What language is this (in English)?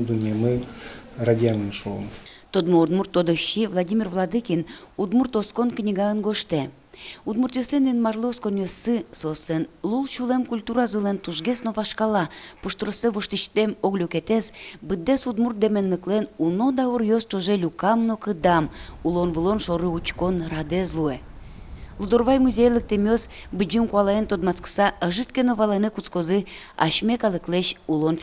Udmurt